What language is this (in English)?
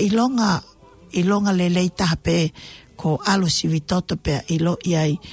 Tongan